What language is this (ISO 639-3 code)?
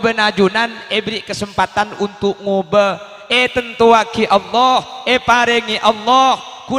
mad